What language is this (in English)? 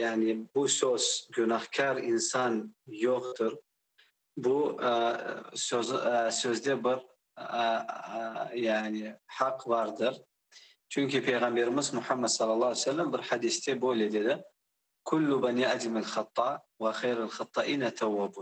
Crimean Tatar